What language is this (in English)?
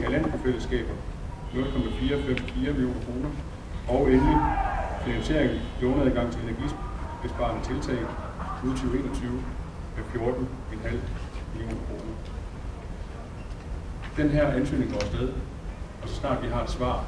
Danish